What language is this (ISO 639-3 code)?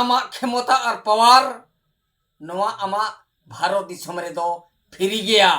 sat